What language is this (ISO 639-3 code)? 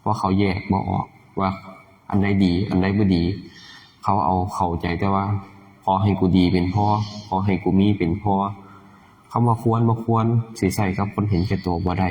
lao